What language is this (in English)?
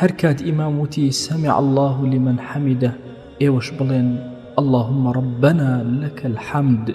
Central Kurdish